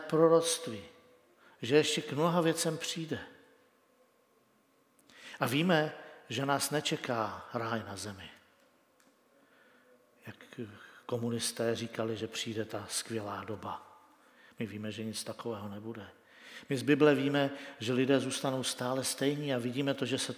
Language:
Czech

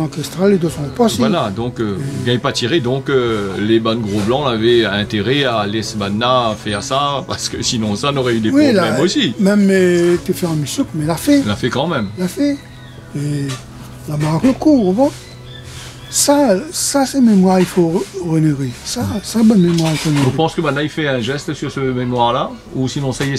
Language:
Réunion Creole French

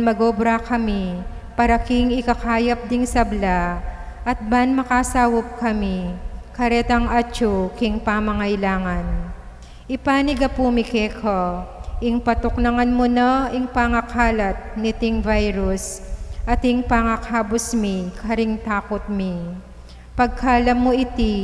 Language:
Pampanga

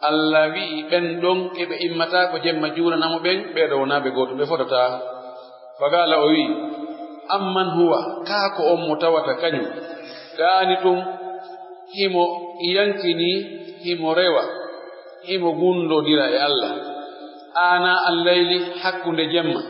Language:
Pular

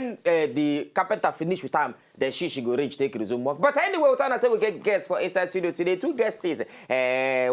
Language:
Nigerian Pidgin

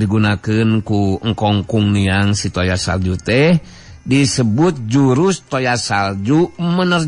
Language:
Sundanese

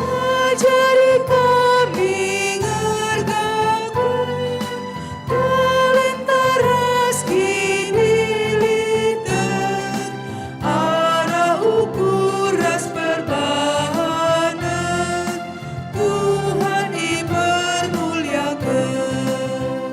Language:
Batak Karo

